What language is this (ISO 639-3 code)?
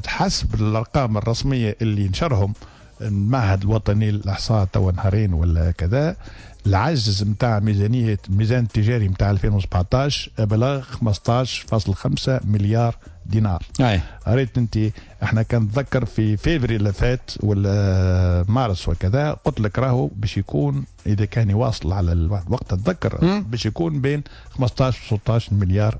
aeb